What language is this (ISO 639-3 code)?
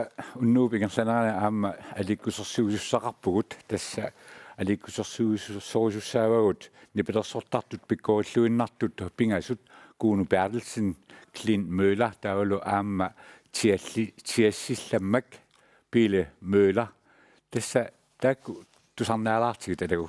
kal